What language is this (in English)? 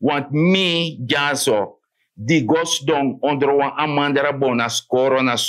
Sranan Tongo